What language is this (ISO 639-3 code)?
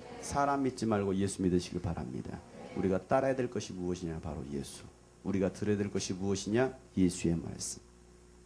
kor